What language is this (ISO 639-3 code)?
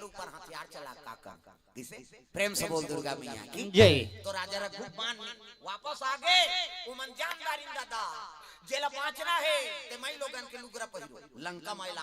hne